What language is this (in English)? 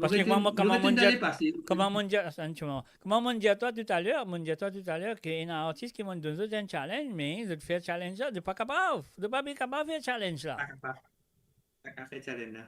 Morisyen